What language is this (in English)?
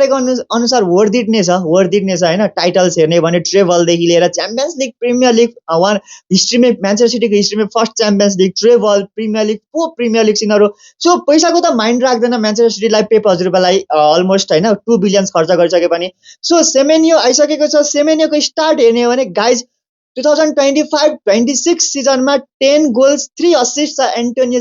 Nepali